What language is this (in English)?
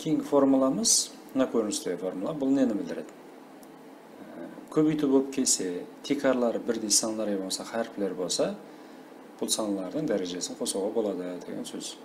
Kara-Kalpak